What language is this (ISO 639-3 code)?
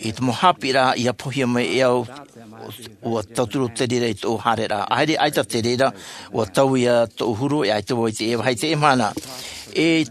tah